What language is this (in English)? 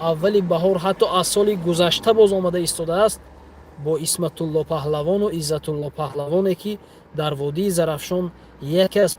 Tajik